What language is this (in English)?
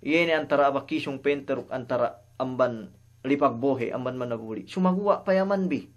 Yakan